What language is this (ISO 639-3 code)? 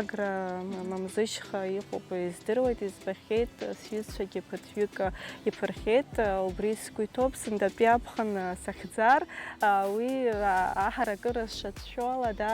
abk